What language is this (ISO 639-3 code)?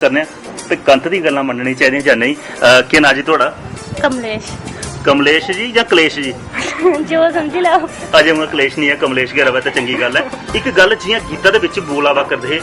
doi